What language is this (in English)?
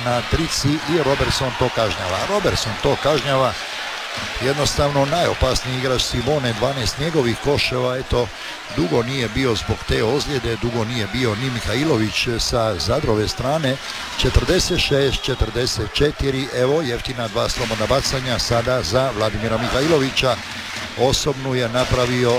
Croatian